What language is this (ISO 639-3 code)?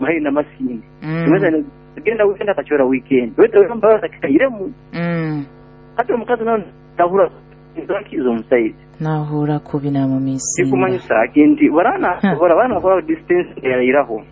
nyo